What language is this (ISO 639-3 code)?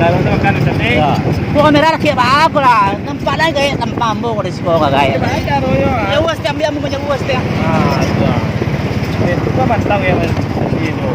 min